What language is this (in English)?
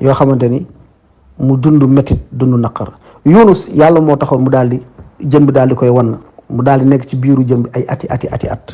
Wolof